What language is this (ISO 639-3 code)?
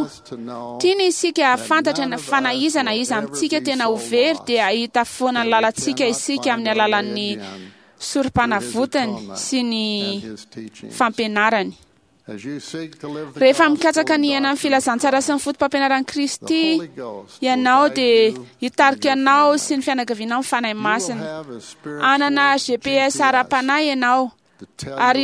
mlg